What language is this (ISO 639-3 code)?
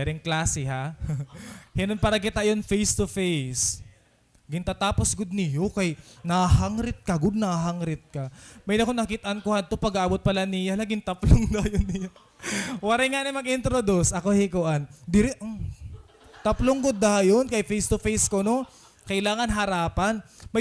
war